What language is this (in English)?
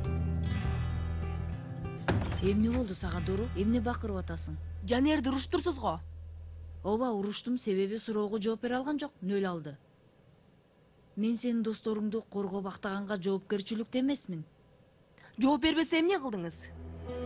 Kyrgyz